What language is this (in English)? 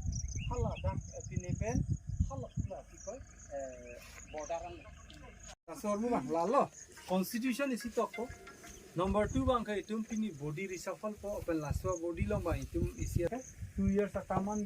Karbi